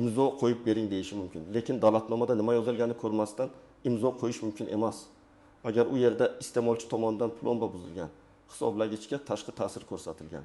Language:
Uzbek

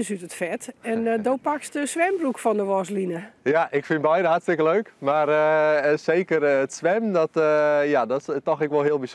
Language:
Western Frisian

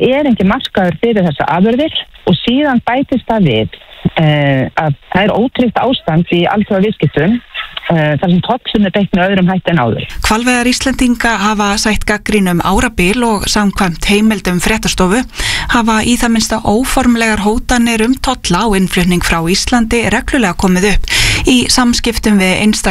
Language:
Icelandic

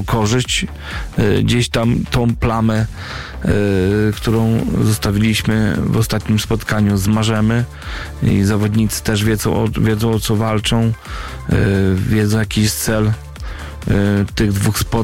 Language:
Polish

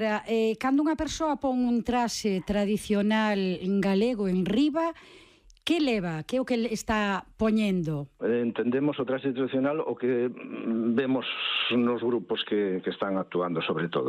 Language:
Galician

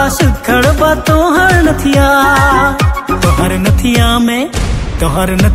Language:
Bhojpuri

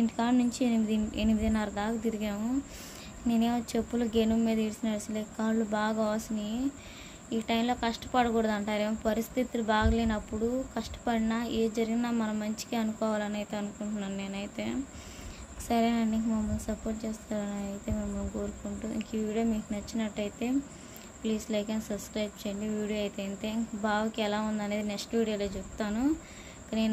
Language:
Telugu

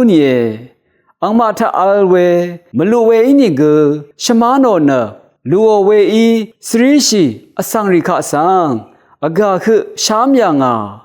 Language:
Rawang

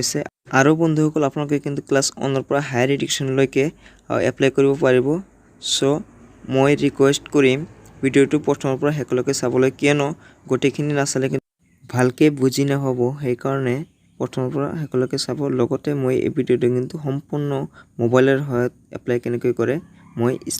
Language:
Assamese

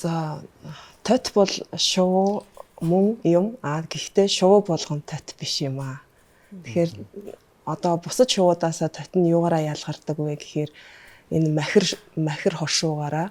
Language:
Mongolian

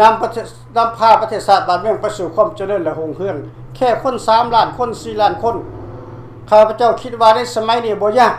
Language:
Lao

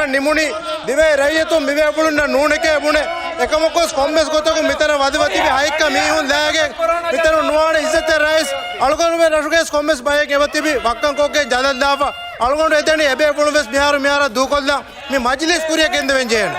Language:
Divehi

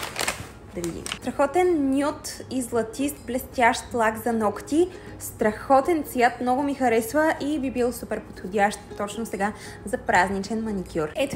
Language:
Bulgarian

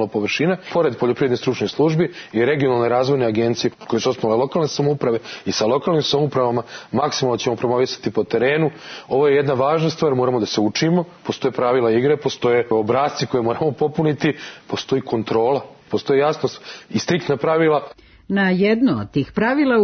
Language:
Serbian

